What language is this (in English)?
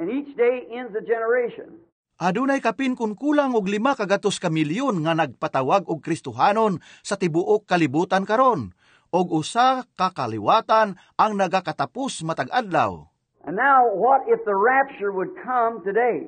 Cebuano